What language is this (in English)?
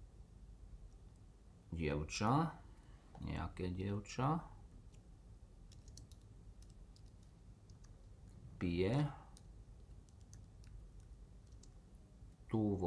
Slovak